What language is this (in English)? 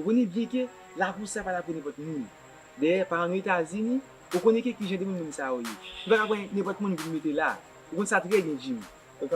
Haitian Creole